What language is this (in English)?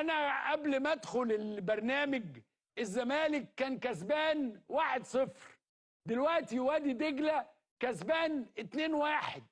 Egyptian Arabic